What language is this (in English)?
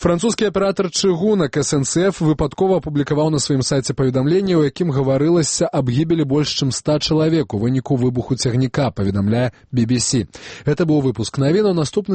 Belarusian